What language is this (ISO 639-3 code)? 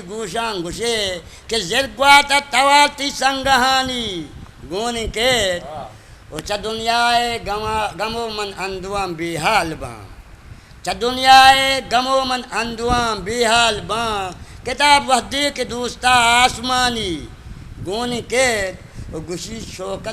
bgp